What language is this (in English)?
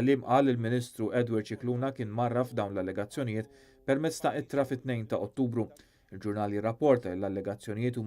Maltese